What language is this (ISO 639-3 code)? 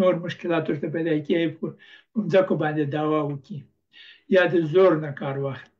pus